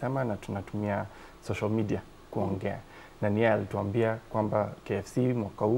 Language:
Swahili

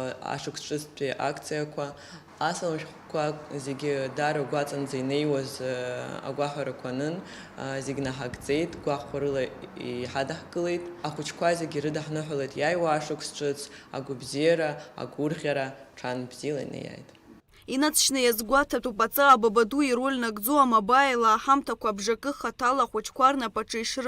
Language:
Abkhazian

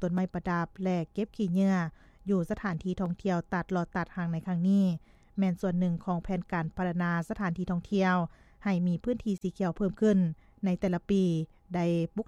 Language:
Lao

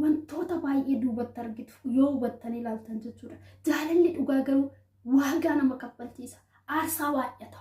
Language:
Oromo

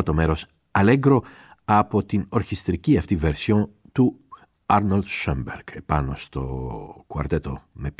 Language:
Greek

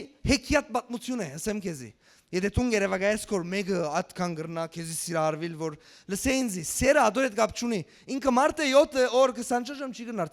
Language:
Western Armenian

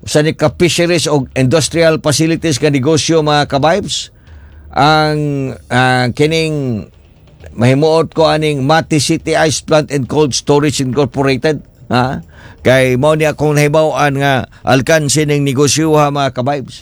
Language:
Cebuano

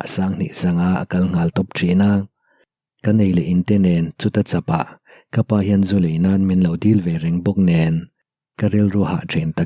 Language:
Mizo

